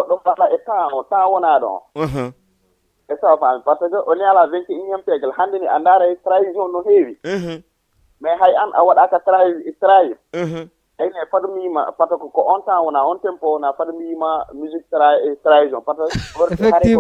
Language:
Fula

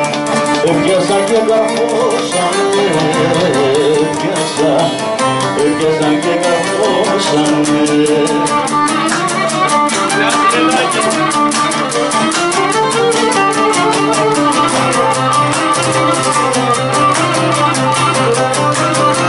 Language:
Greek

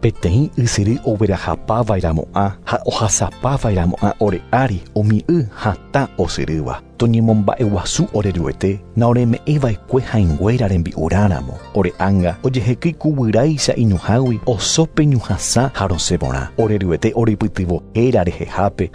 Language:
Guarani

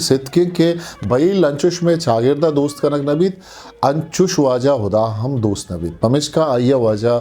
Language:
Eastern Balochi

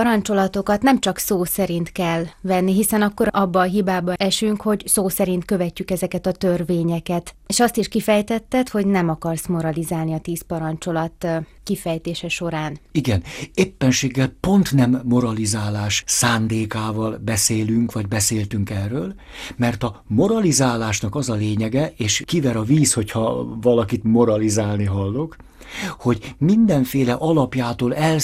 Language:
Hungarian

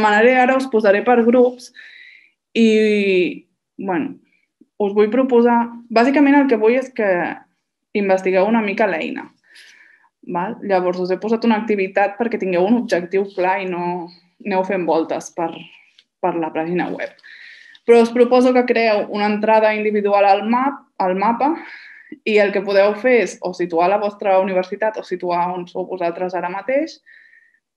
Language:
Catalan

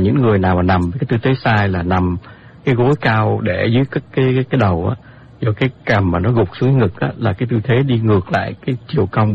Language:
Vietnamese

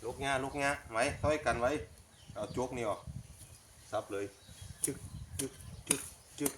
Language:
Lao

